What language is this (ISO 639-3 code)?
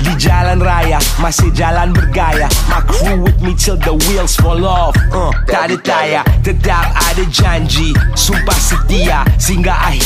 msa